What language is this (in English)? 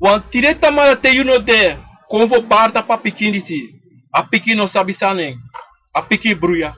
Sranan Tongo